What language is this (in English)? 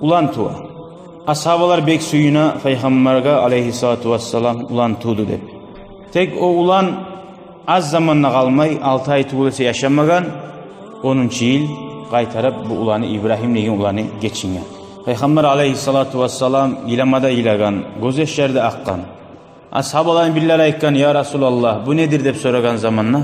Kumyk